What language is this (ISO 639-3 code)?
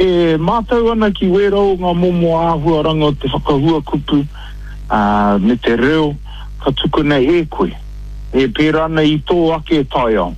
mri